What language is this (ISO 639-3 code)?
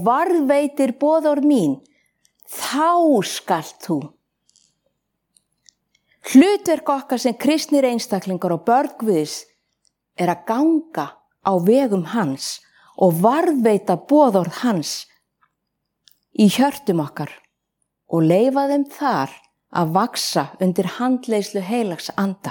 isl